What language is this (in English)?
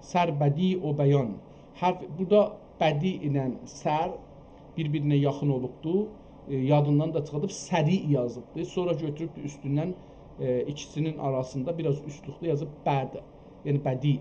South Azerbaijani